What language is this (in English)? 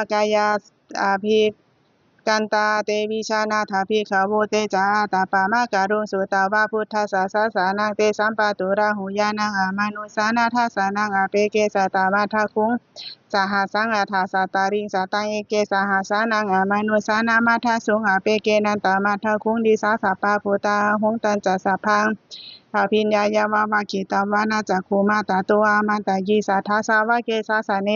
Pali